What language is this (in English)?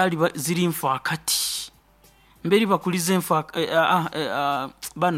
Nyoro